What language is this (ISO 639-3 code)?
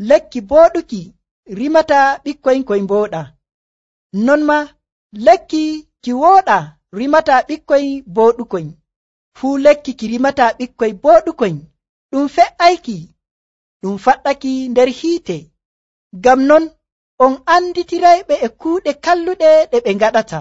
fuv